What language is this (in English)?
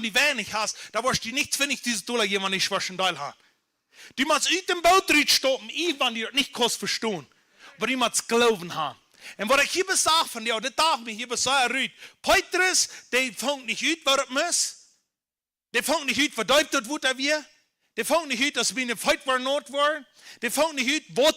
Plautdietsch